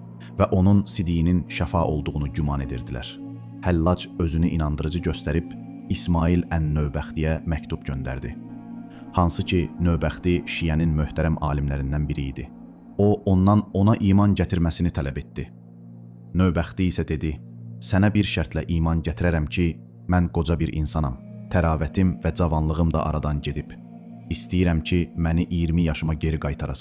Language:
Azerbaijani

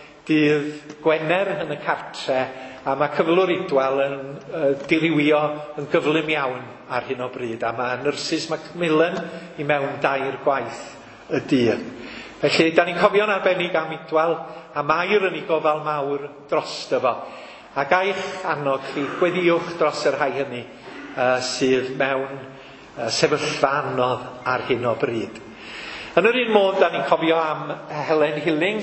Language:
Welsh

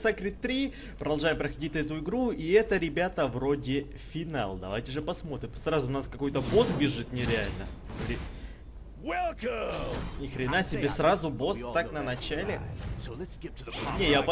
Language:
Russian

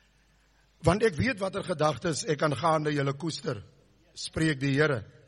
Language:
Afrikaans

